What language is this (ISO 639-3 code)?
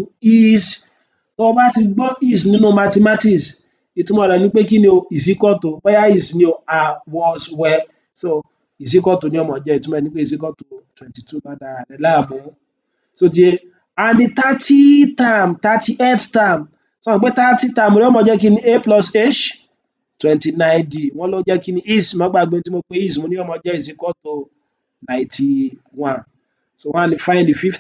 yor